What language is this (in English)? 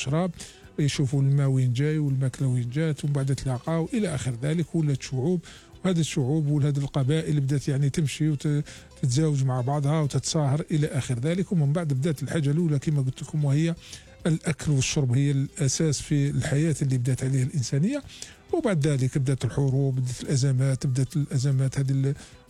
Algerian Arabic